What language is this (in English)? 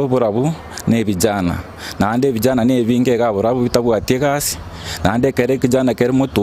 Gusii